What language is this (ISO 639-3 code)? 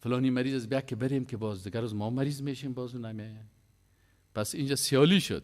fas